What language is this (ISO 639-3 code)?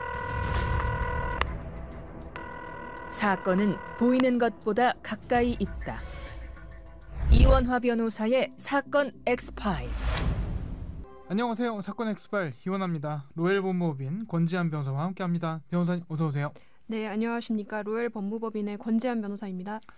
kor